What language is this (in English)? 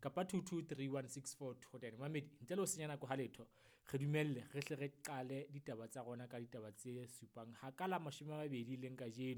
Southern Sotho